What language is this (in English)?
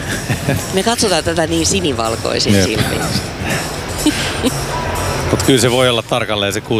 Finnish